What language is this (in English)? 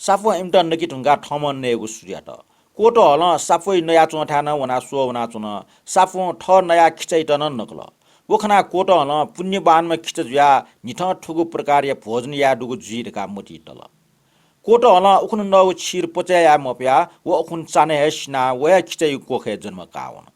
Newari